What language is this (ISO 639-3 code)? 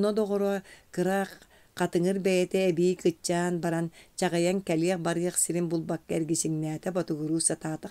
sah